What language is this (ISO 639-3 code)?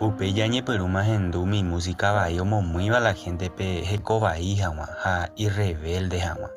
grn